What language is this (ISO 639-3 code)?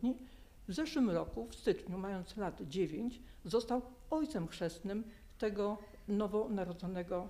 pol